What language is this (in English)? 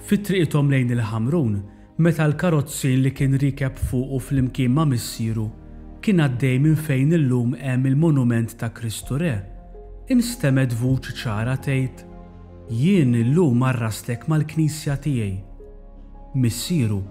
Maltese